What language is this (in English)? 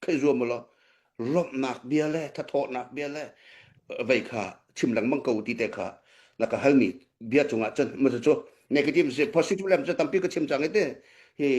Hakha Chin